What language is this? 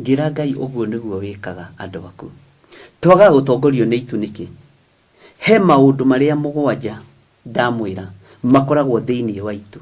Kikuyu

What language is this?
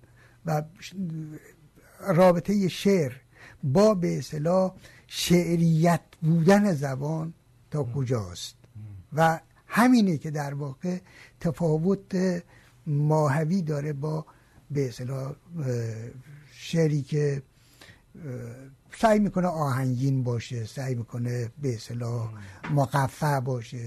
Persian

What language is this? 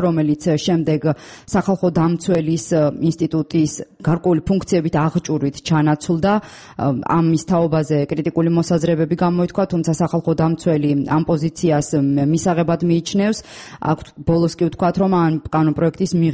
Georgian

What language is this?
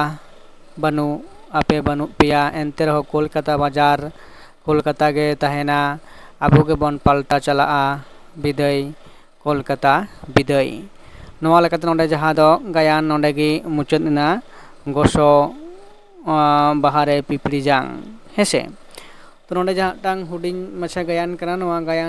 Santali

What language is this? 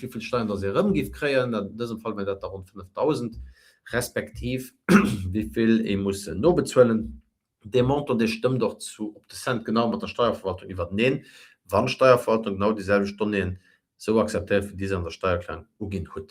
Luxembourgish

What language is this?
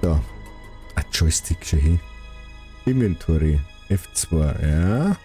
Bavarian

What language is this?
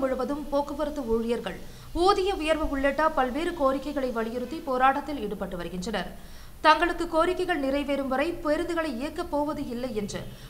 Tamil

